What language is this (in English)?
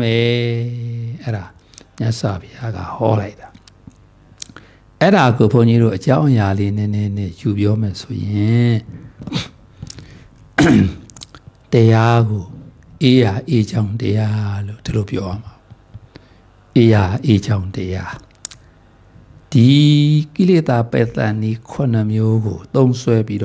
Burmese